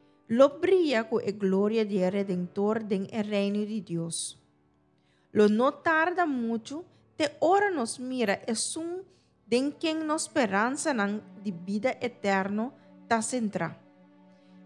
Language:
Papiamento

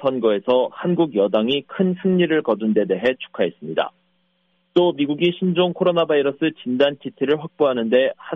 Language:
Korean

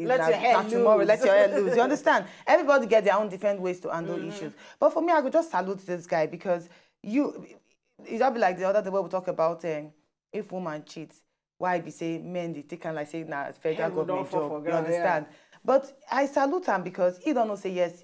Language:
Nigerian Pidgin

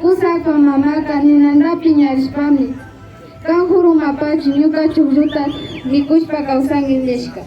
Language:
Imbabura Highland Quichua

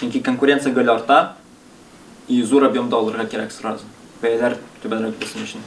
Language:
Tatar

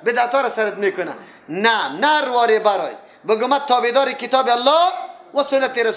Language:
Persian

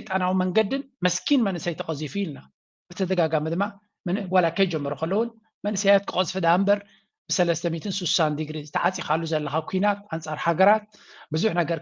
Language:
Tigrinya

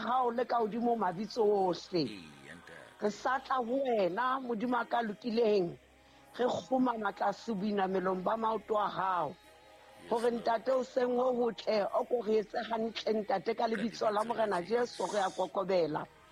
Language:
Southern Sotho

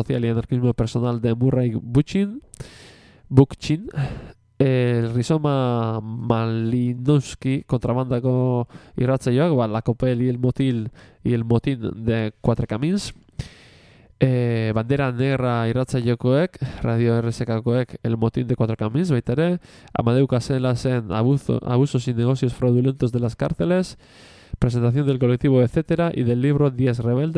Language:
Basque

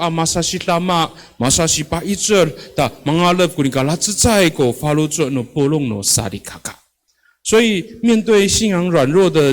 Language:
Amis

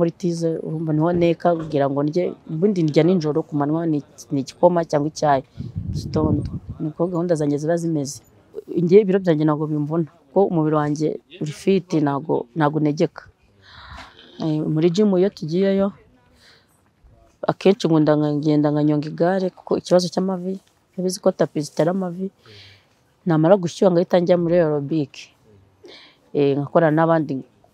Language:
Kinyarwanda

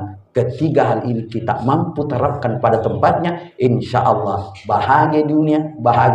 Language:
Buginese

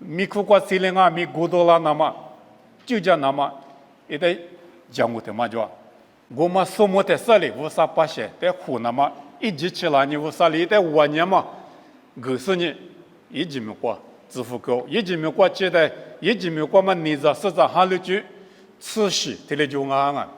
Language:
Lisu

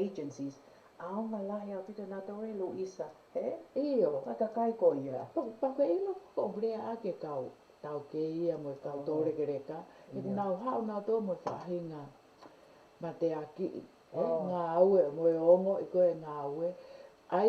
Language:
Tongan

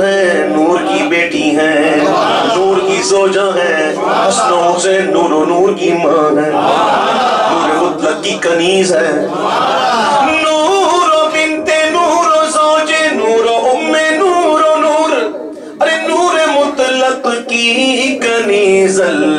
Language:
Urdu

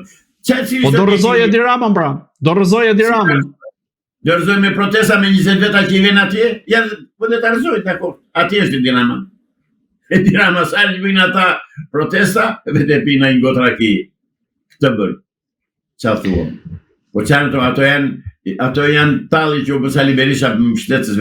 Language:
Albanian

